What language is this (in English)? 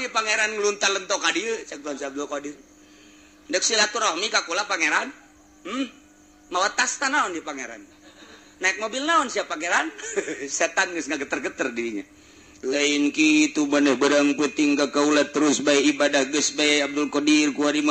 Sundanese